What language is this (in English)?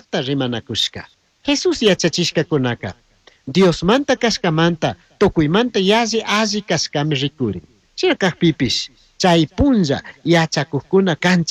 Chimborazo Highland Quichua